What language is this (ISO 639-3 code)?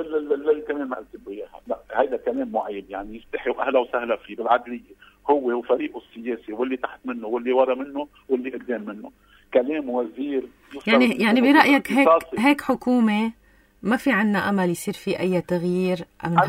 apc